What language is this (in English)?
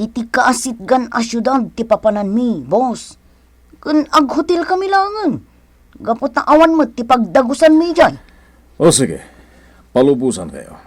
Iloko